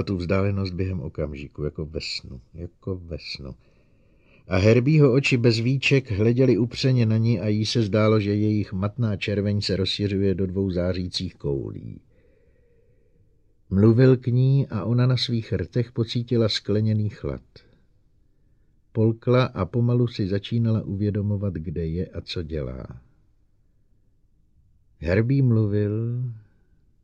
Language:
Czech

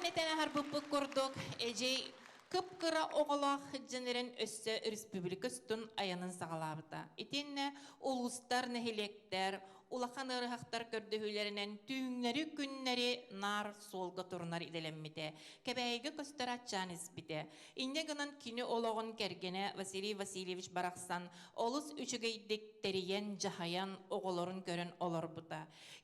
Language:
Yakut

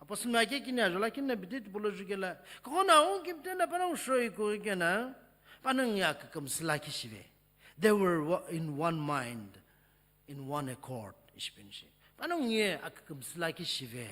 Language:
Sumi Naga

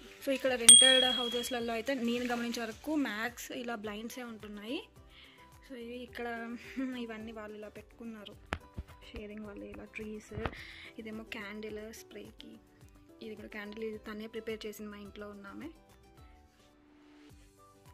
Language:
Telugu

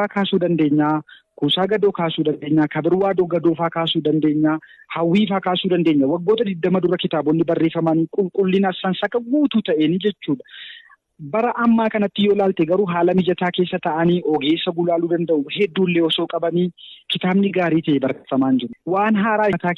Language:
Oromo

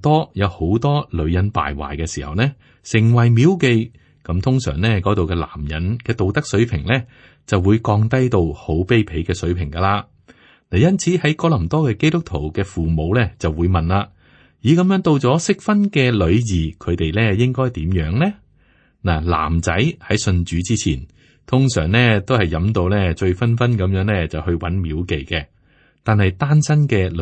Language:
Cantonese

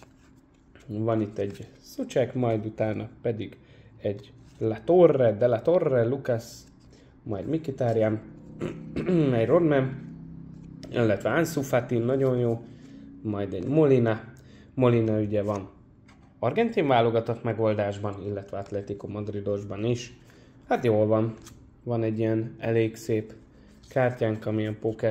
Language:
Hungarian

